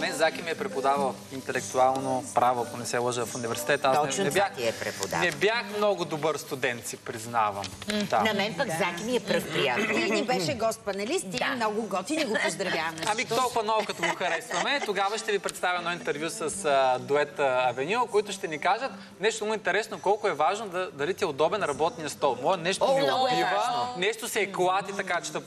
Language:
Bulgarian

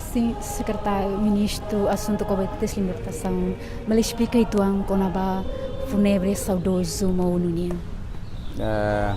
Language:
Tetum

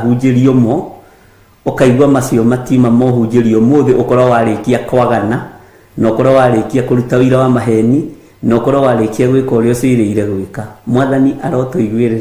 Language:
Kikuyu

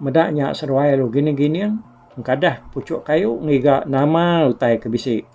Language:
Iban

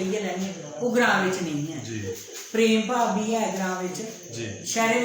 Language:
Dogri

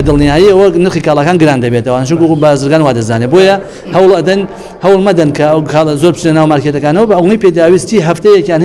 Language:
Central Kurdish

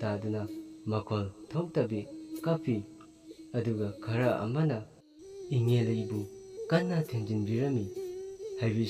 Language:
Manipuri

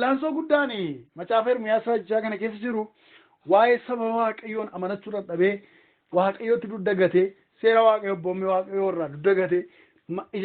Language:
Oromo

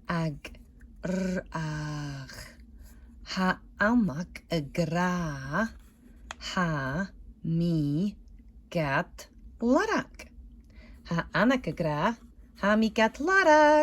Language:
Scottish Gaelic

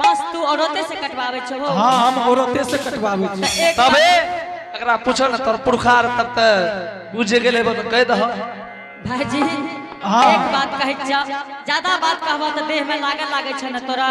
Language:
Angika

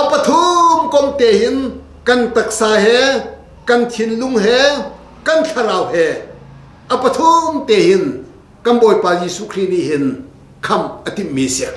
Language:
Hakha Chin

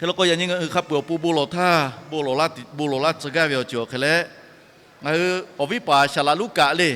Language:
Lahu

